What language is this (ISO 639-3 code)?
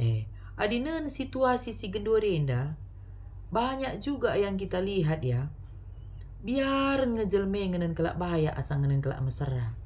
btx